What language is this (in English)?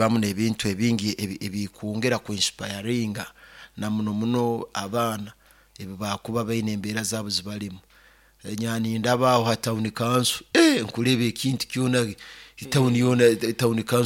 Nyoro